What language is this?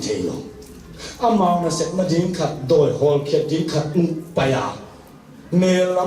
Tedim Chin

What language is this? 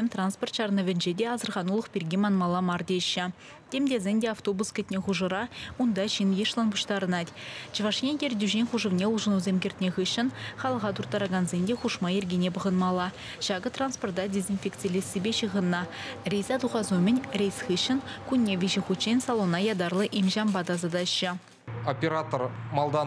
Chuvash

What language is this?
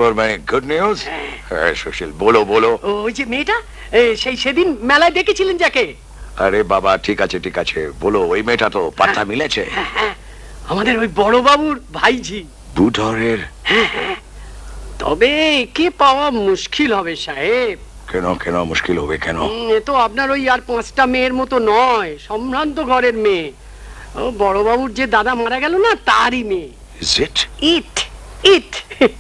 Bangla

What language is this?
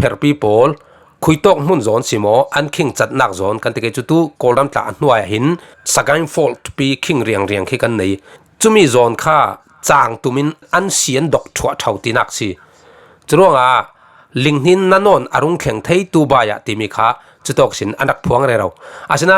Falam Chin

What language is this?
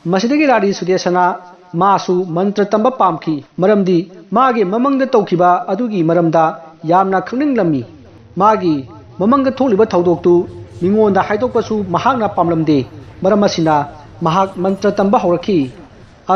Manipuri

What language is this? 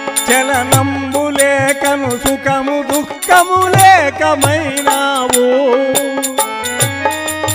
Telugu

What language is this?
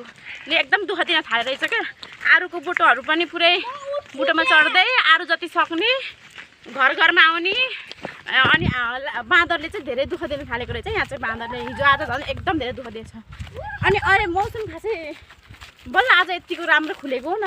Nepali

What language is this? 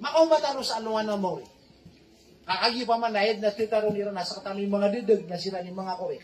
Maranao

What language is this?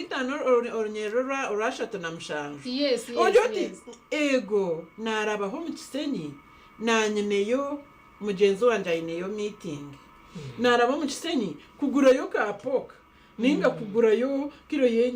Nyankole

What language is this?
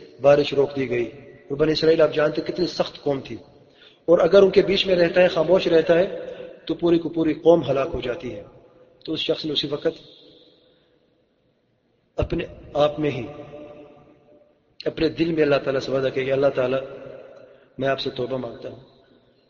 Urdu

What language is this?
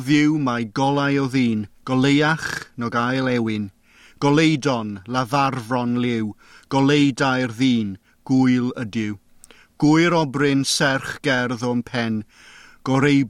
Welsh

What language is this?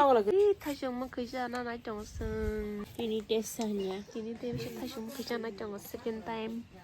Kok Borok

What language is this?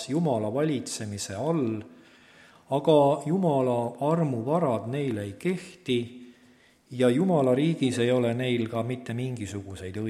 Estonian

